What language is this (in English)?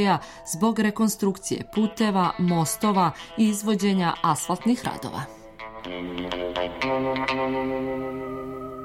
Serbian